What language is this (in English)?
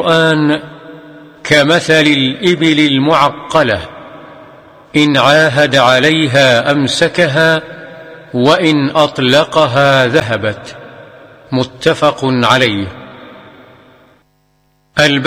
Arabic